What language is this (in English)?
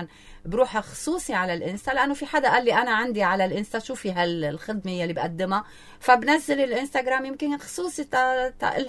North Levantine Arabic